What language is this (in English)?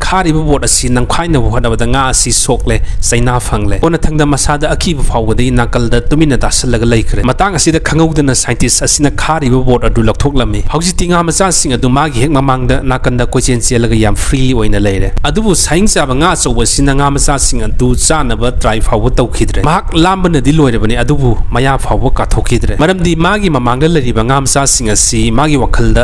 Manipuri